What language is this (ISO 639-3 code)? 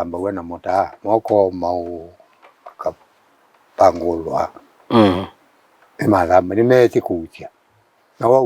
kam